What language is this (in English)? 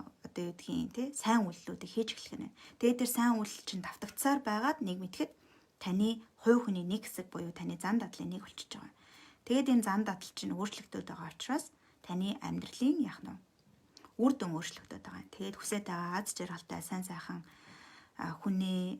Mongolian